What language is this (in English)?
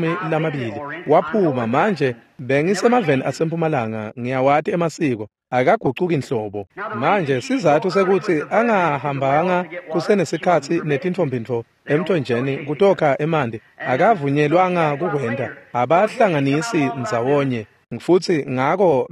Swati